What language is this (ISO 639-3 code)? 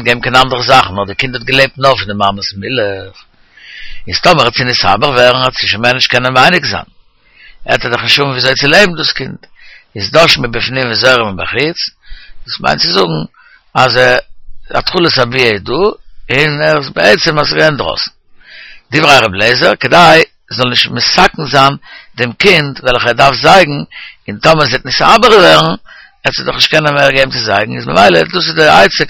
yid